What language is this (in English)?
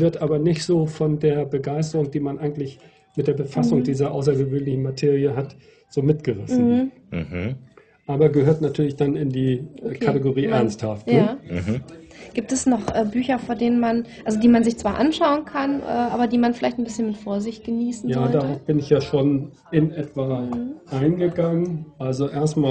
German